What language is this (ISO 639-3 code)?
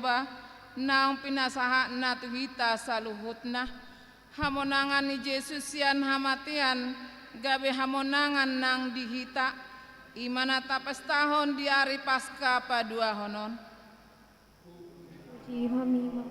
bbc